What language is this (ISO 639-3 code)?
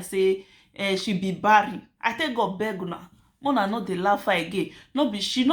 pcm